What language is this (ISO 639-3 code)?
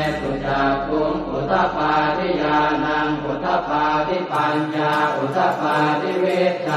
pli